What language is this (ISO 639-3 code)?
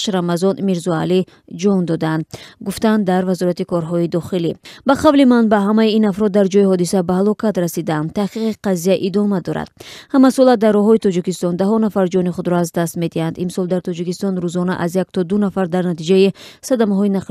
tgk